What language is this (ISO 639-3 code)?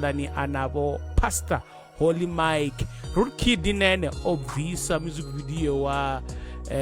ven